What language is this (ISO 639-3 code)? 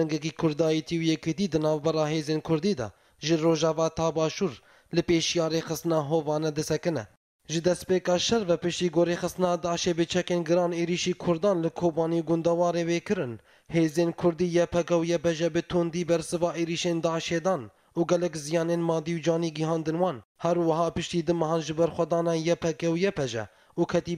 kur